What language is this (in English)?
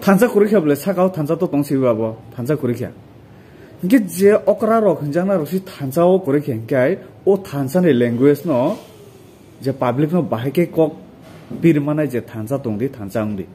Kok Borok